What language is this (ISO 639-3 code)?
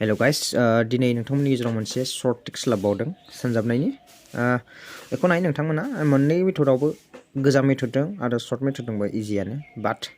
brx